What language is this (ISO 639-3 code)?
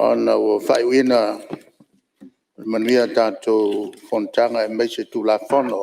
smo